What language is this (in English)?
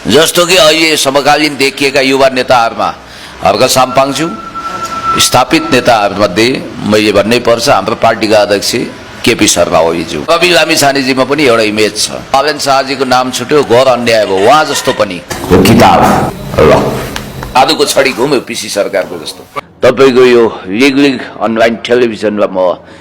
Nepali